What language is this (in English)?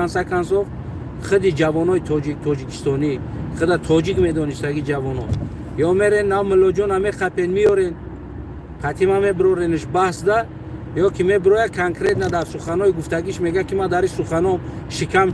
Tajik